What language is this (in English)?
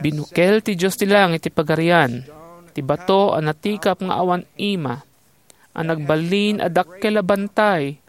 Iloko